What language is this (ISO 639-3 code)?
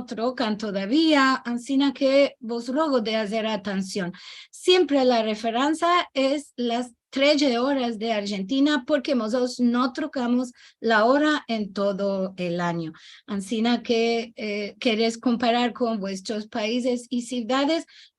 lad